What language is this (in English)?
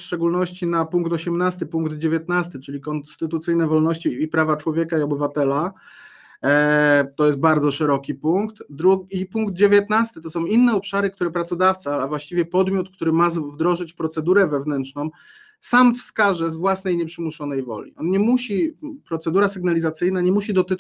Polish